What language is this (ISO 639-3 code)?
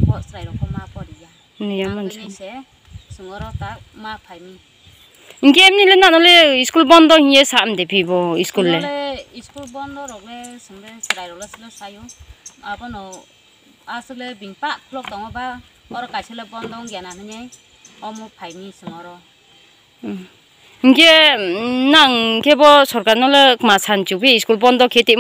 ria